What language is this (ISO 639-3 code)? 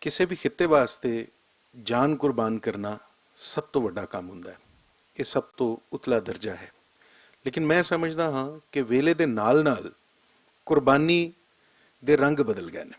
lah